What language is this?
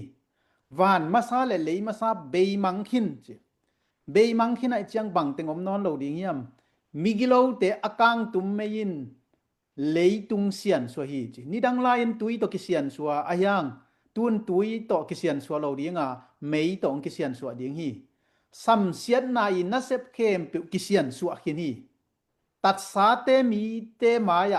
Tedim Chin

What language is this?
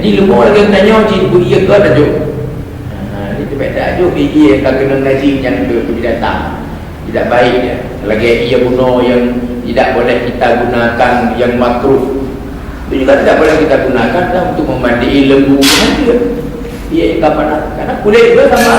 Achinese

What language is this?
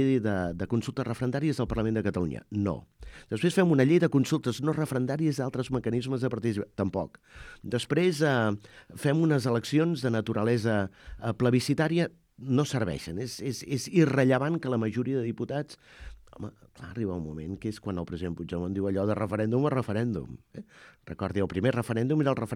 Catalan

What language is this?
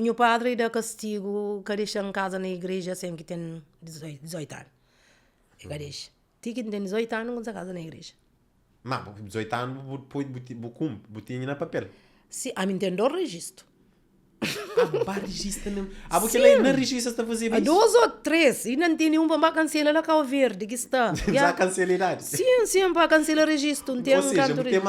Kabuverdianu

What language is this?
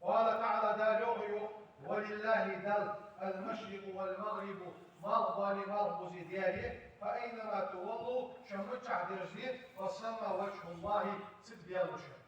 Ingush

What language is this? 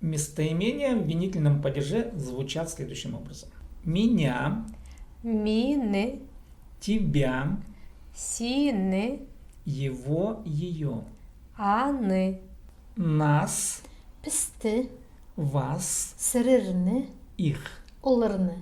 Khakas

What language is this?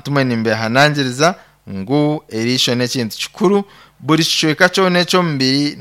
Nyankole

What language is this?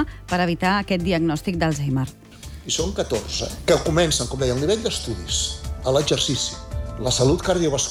Catalan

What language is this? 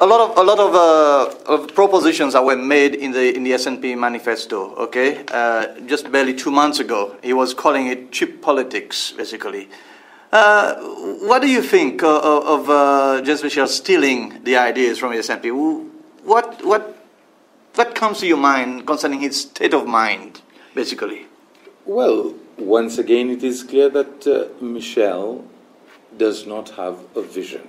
Seselwa Creole French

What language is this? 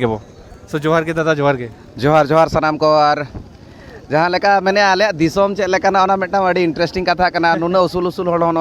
Santali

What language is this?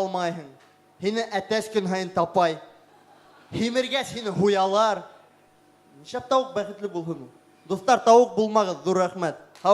Bashkir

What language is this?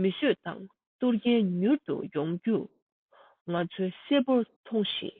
Tibetan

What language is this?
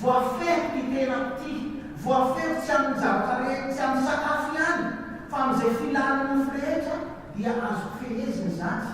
Malagasy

